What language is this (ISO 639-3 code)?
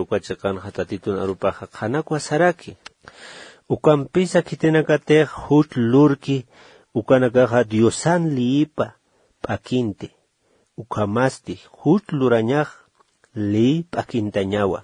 aym